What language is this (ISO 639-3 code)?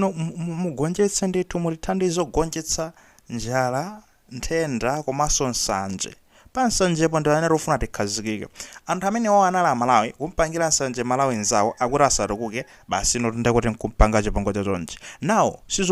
nya